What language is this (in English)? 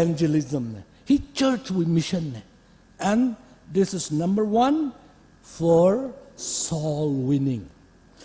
Tangkhul Naga (India)